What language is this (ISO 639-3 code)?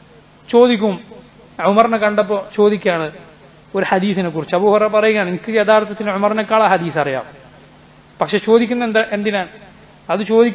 mal